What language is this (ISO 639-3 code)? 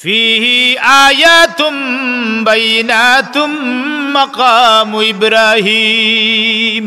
syl